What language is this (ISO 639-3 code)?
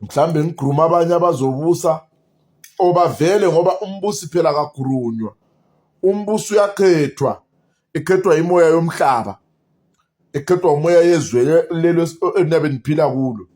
zul